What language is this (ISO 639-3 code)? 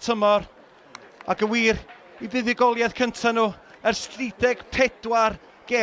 cym